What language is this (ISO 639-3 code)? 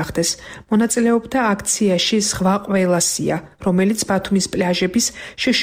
kat